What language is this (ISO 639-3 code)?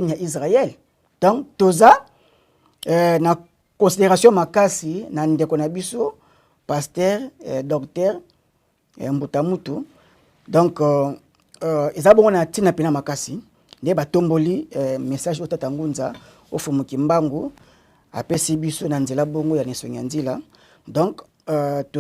lin